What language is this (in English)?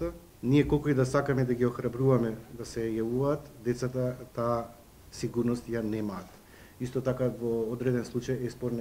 Macedonian